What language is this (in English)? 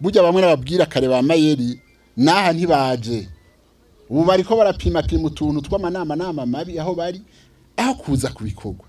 Rundi